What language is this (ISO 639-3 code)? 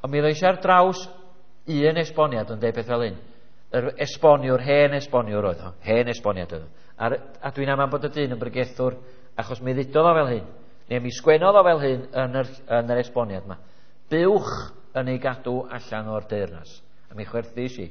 cym